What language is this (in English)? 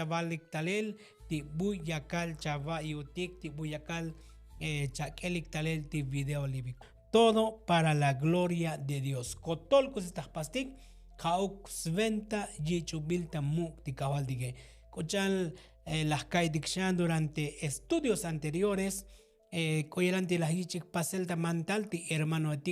Tzotzil